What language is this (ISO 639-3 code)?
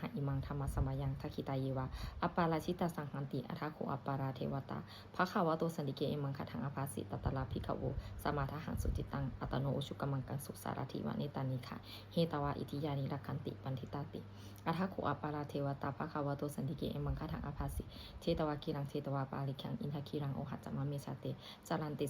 pli